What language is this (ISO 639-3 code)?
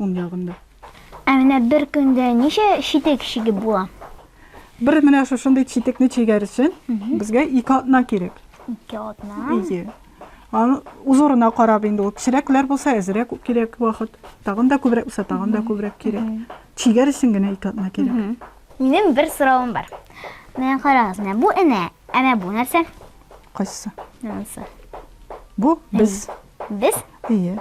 tat